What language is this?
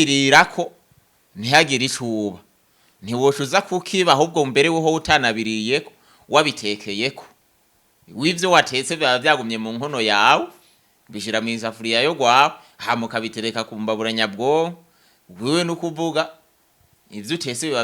Rundi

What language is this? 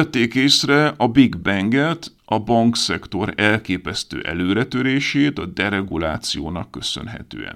Hungarian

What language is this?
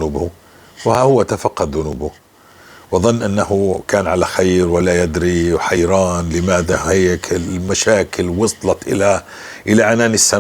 North Levantine Arabic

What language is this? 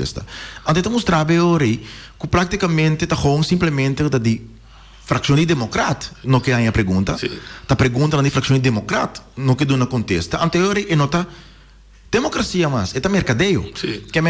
Papiamento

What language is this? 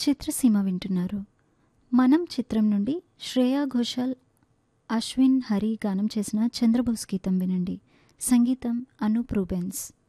Telugu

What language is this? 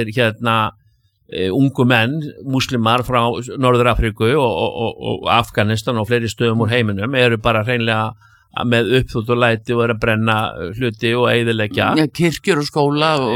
Icelandic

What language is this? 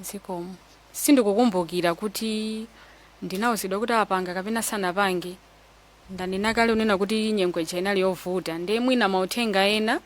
Nyanja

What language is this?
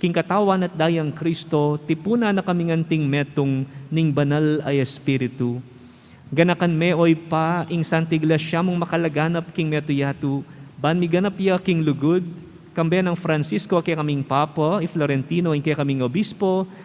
Pampanga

